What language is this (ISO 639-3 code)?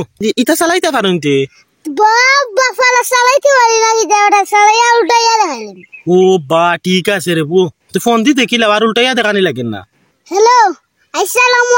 syl